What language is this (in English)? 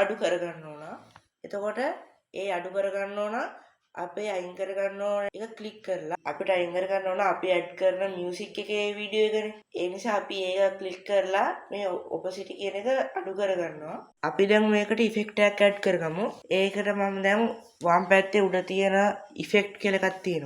Sinhala